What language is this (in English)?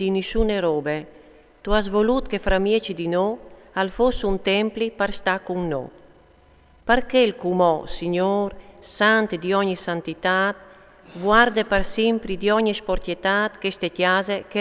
Friulian